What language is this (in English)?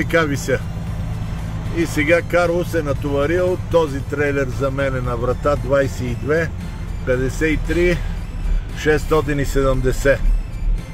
Bulgarian